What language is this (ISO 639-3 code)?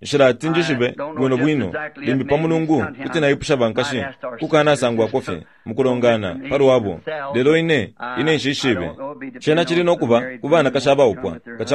bem